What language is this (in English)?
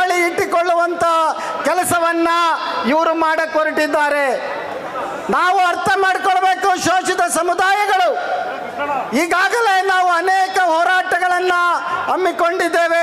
Kannada